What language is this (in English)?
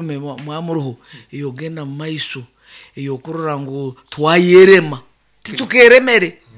Nyankole